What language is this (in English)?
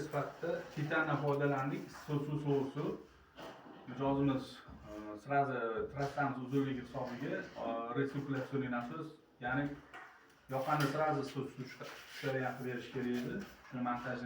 Uzbek